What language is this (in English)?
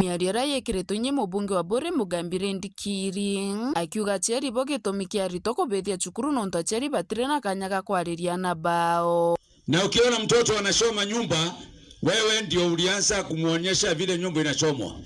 Meru